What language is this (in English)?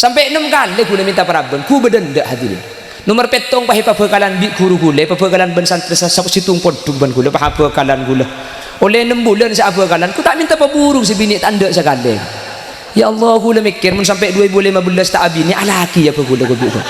Madurese